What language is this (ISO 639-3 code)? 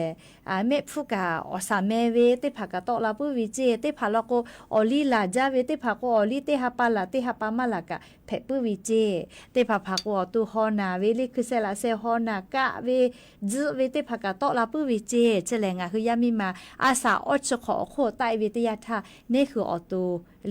lhu